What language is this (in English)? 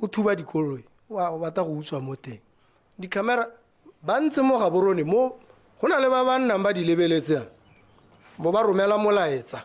Tswana